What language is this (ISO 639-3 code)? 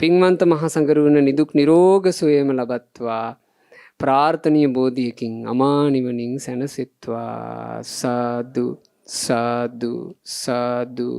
sin